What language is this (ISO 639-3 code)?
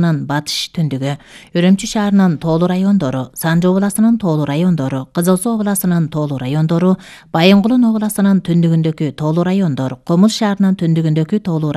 kir